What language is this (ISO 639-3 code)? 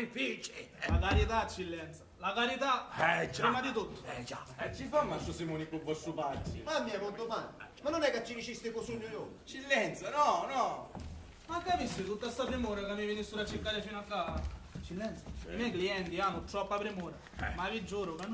scn